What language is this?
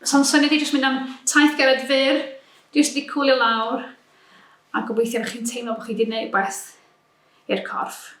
Welsh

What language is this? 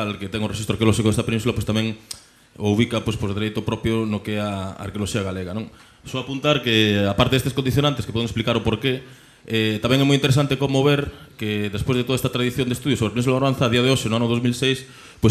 Galician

